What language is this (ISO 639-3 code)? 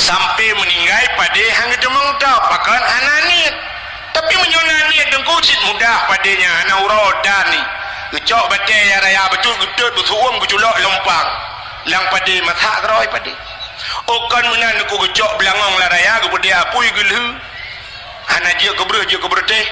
ace